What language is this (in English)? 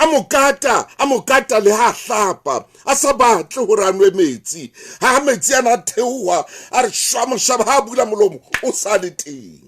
Southern Sotho